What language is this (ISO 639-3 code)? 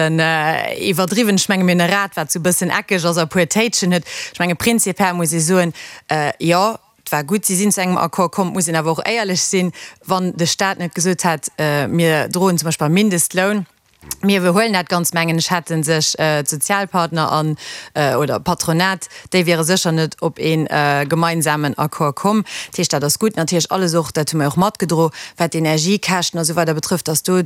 ltz